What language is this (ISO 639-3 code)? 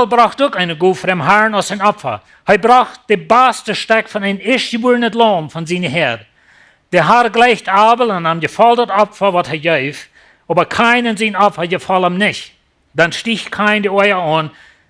pdt